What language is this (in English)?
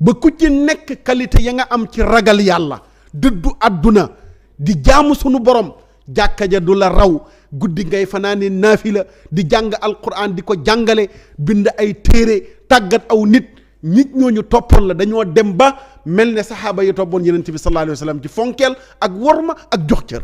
Wolof